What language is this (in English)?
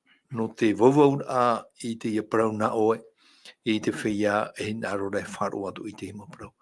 Tahitian